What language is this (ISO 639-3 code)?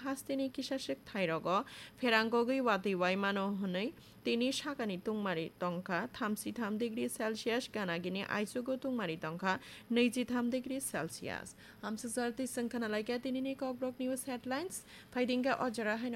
trp